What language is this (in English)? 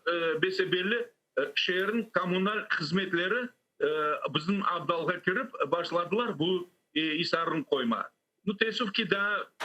Crimean Tatar